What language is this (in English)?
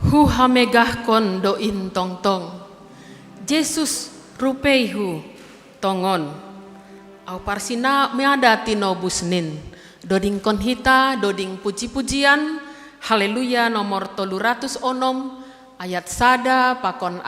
Batak Simalungun